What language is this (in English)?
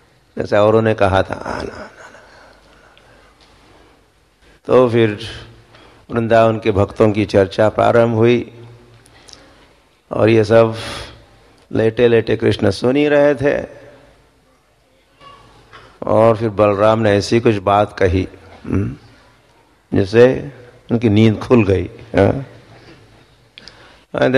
Hindi